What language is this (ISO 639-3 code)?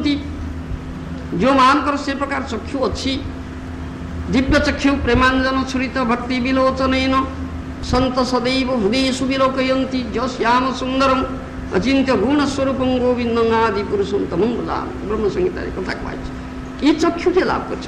ori